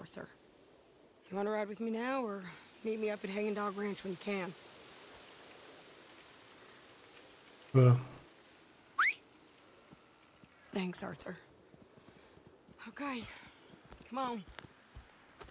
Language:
English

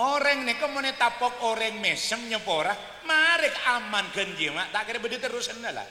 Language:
Madurese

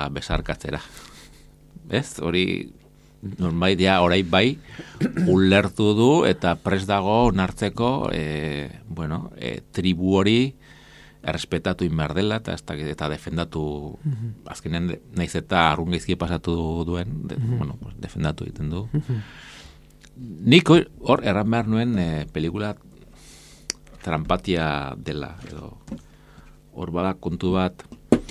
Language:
Basque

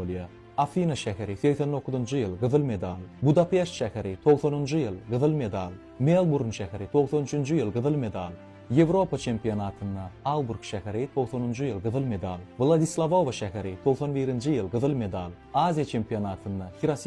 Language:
Turkmen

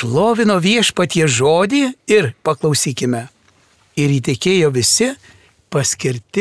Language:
Lithuanian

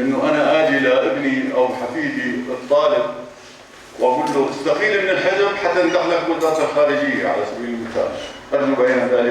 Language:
North Levantine Arabic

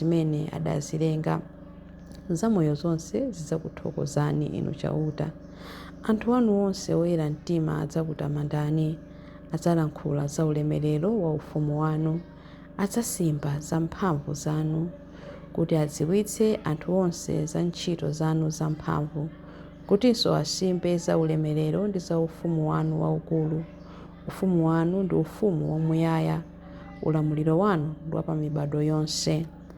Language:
Nyanja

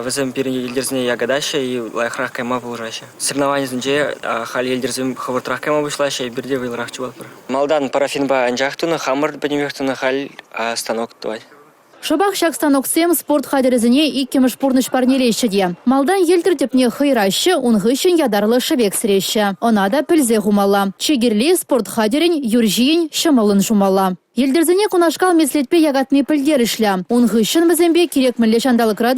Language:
Chuvash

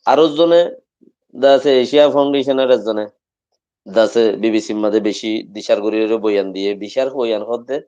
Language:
Rohingya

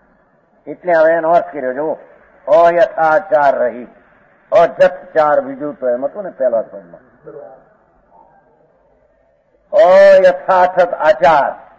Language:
Gujarati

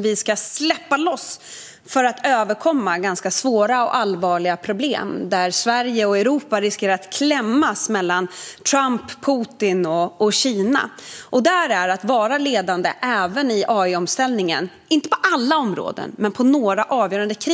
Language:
Swedish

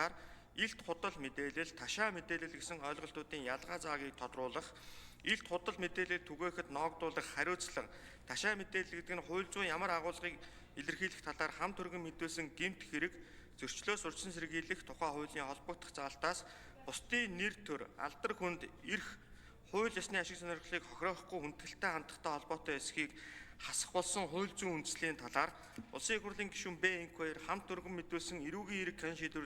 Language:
Mongolian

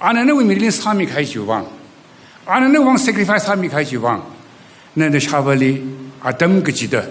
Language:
Tangkhul Naga (India)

